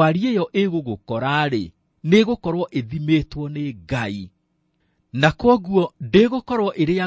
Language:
Kikuyu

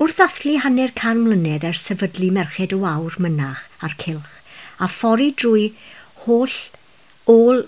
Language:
Welsh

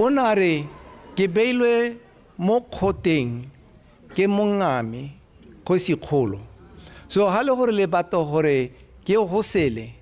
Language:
Tswana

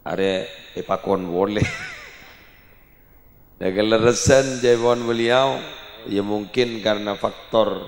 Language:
Madurese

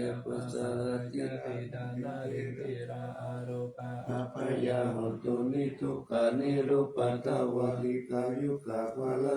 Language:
Pali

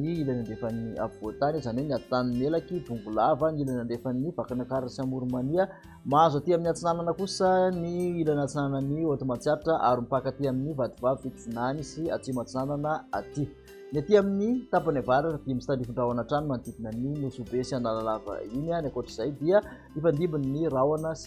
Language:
Malagasy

